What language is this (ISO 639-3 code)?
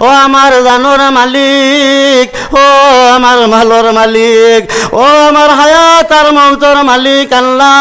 syl